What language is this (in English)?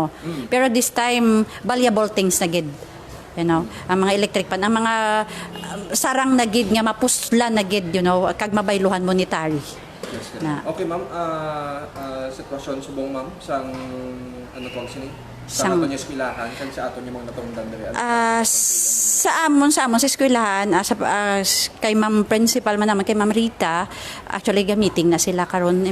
Hiligaynon